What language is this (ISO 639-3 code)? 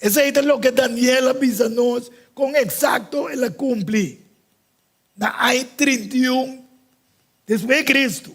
pap